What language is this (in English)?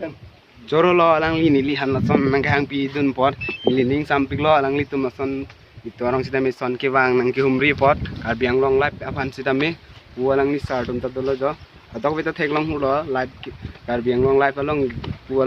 Karbi